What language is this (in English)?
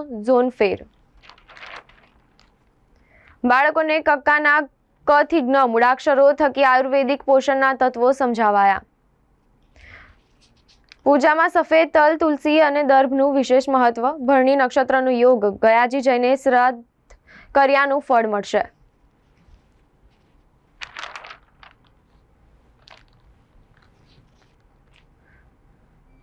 Gujarati